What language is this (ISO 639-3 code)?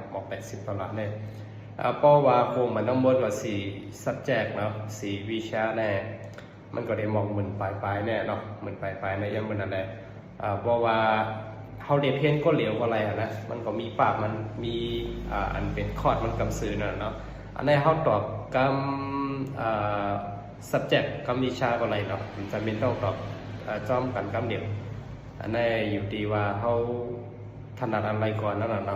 shn